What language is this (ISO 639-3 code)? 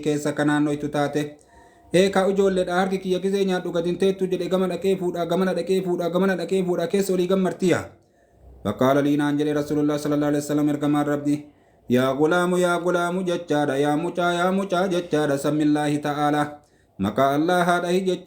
orm